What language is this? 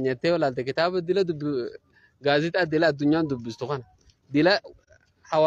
Oromo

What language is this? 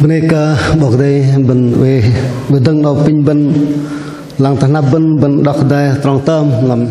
Bahnar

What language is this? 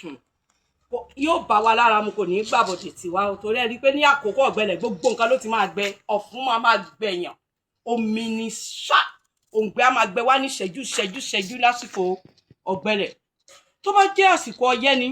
Yoruba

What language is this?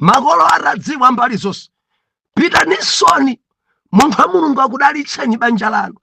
Nyanja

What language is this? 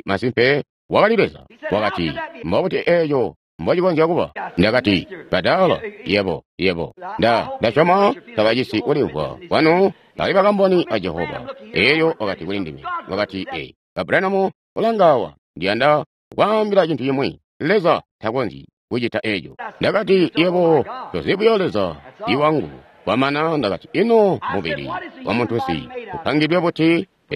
Tonga (Zambia)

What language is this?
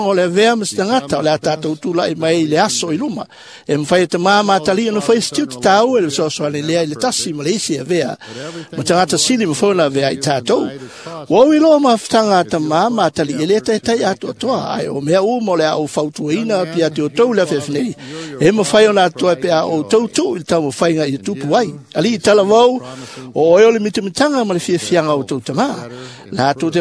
Samoan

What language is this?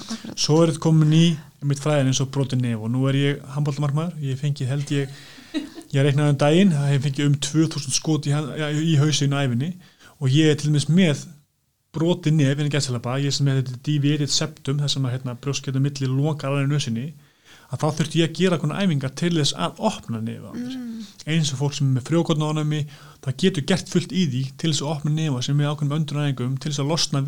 Icelandic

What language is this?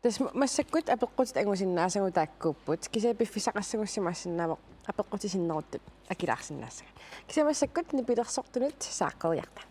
Kalaallisut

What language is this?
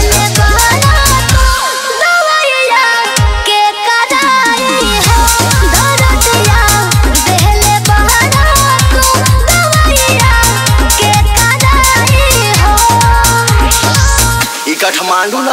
Bhojpuri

